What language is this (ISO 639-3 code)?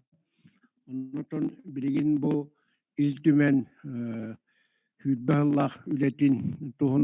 sah